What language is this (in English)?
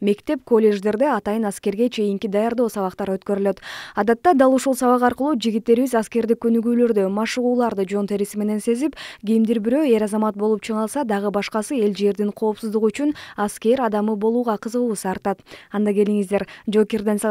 Kyrgyz